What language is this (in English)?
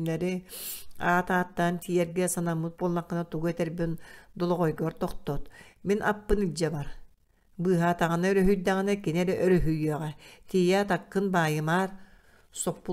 Yakut